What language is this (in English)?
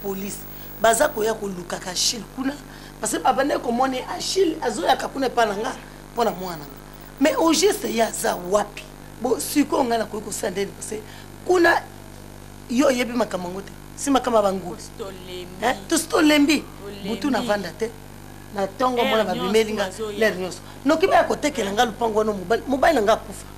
Lingala